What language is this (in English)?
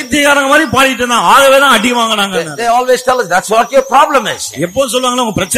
Tamil